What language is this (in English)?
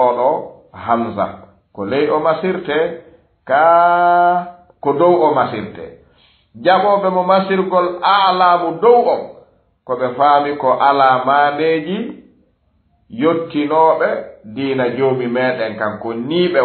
Fula